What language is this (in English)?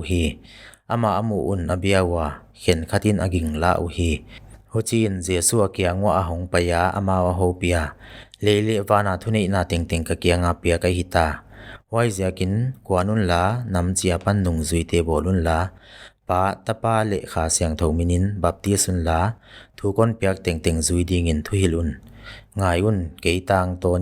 Paite Chin